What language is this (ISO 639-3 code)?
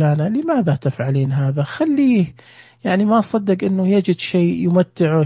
ars